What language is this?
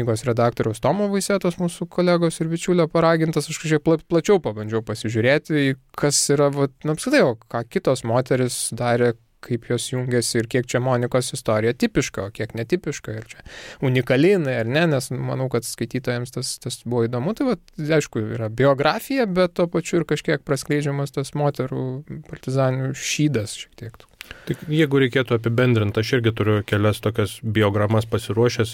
Lithuanian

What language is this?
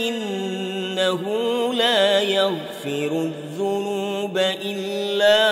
Arabic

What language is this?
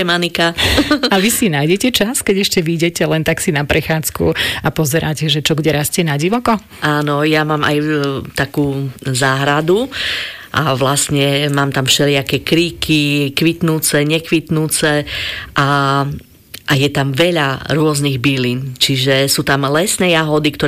Slovak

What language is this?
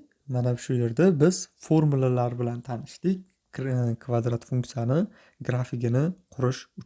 Uzbek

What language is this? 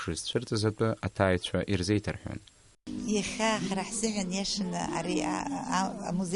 Abkhazian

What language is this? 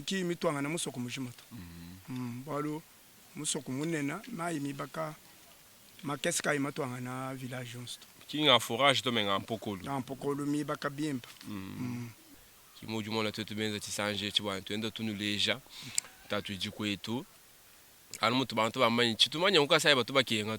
Luba-Lulua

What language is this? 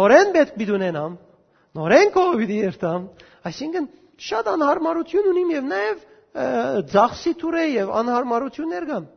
Western Armenian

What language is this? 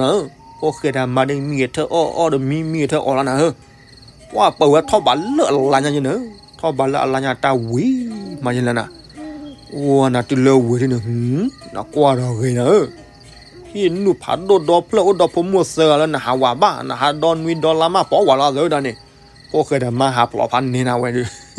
S'gaw Karen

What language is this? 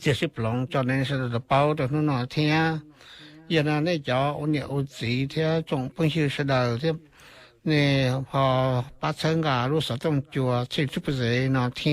Hmong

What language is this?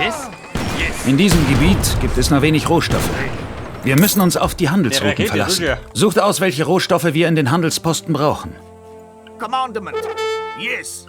Bavarian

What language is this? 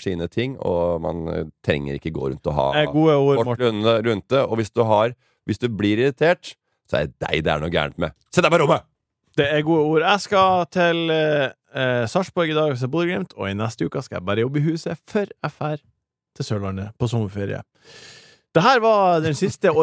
Norwegian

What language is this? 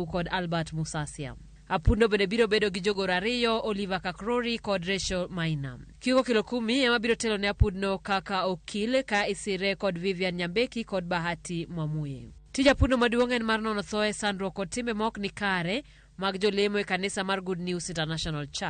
Luo (Kenya and Tanzania)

